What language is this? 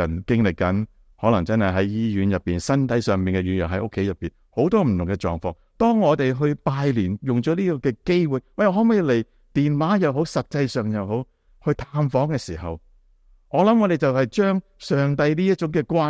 Cantonese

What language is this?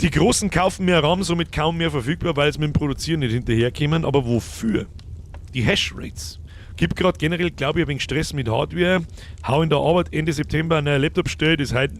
Bavarian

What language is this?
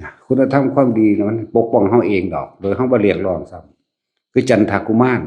Northeastern Thai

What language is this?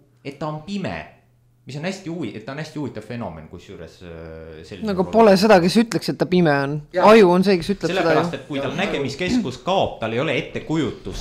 Estonian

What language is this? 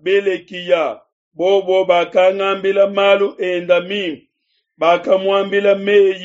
Luba-Lulua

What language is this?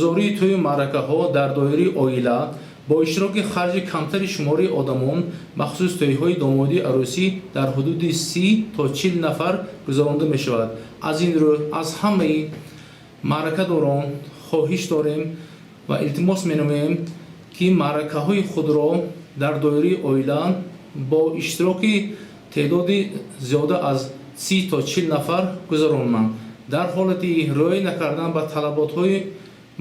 Tajik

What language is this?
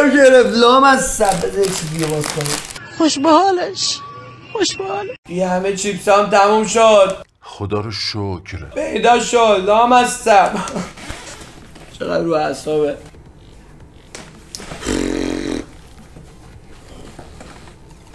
Persian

